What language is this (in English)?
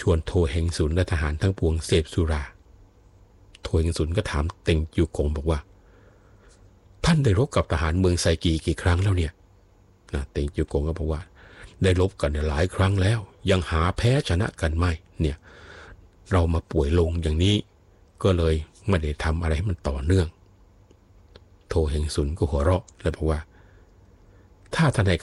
Thai